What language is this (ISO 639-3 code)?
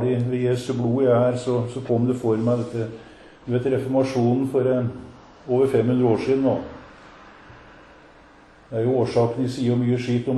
nor